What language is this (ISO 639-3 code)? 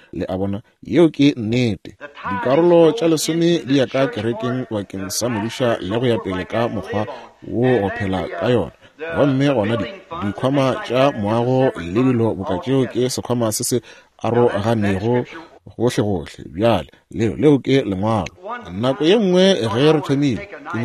nso